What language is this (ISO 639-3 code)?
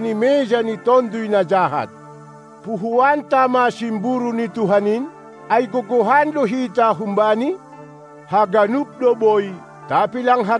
bts